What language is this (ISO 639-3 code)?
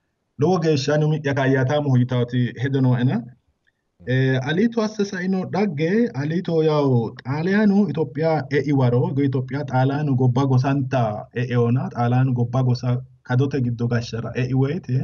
sid